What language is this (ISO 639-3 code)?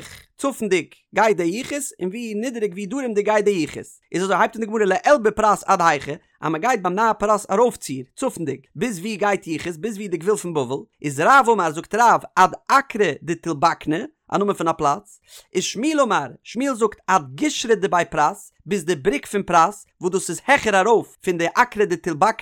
yid